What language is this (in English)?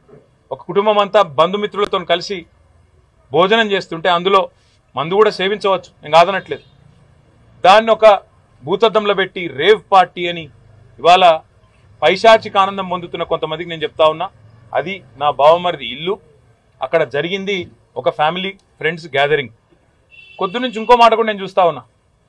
Telugu